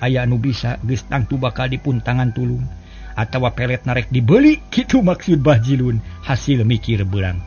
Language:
Sundanese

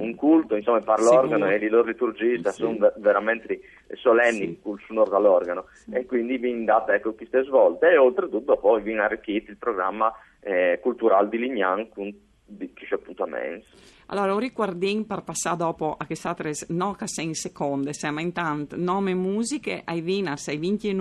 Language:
Friulian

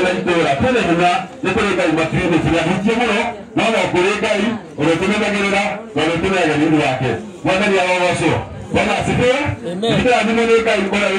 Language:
Kikuyu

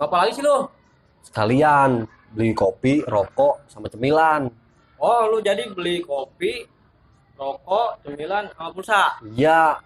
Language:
Betawi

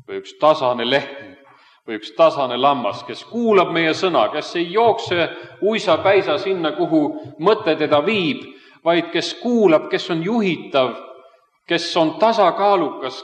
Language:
Estonian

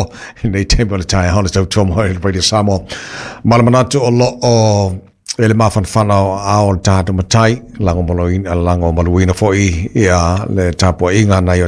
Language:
Samoan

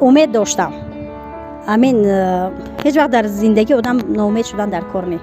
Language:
Tajik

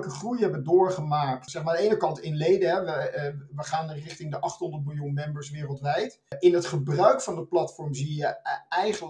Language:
Dutch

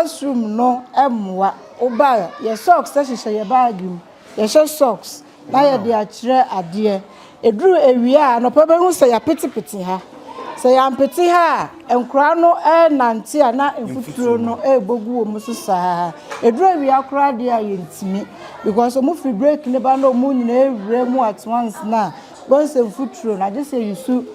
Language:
Akan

